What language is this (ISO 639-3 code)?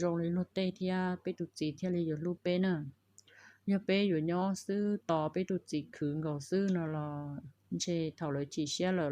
hmn